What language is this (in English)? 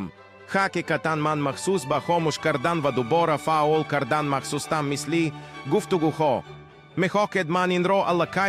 Tajik